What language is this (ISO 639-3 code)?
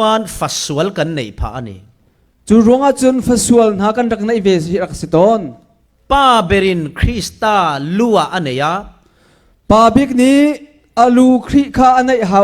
cfm